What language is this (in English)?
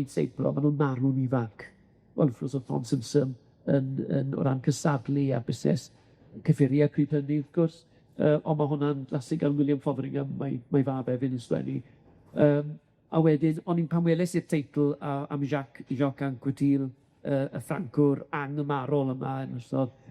Welsh